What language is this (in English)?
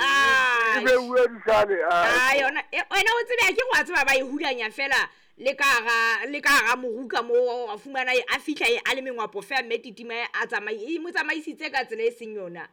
Southern Sotho